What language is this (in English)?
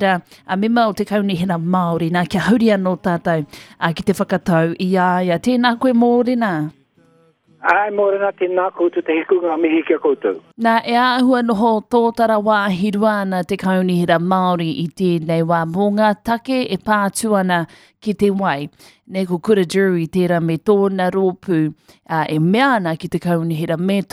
Māori